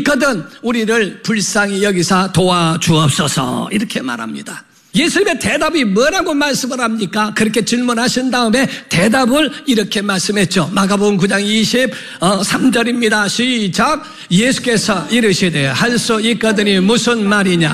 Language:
Korean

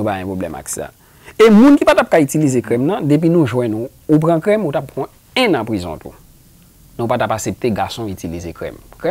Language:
Haitian Creole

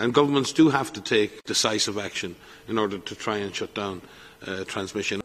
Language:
Tetum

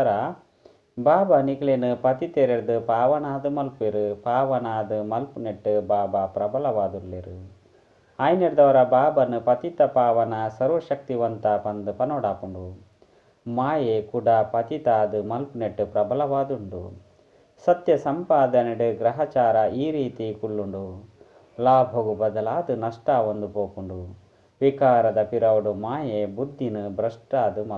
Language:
Tulu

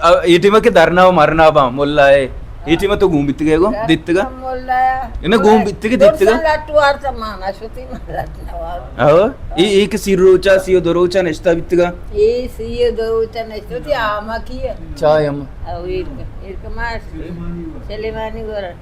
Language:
Baluchi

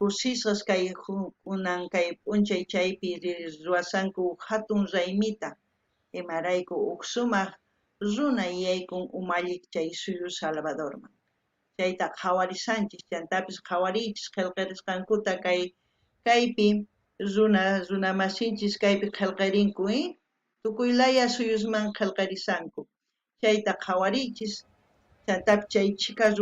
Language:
South Bolivian Quechua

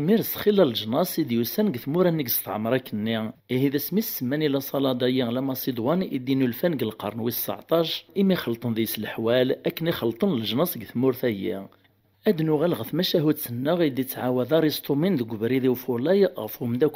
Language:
Kabyle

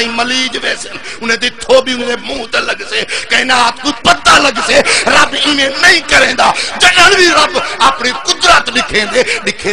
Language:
Saraiki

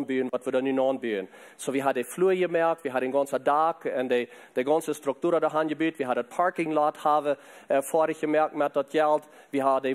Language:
Plautdietsch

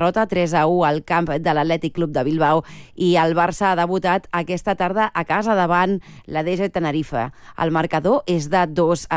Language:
Catalan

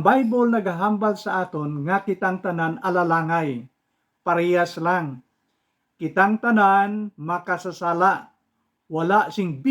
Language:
Hiligaynon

